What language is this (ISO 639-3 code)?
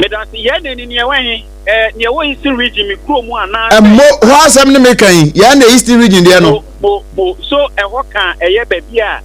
aka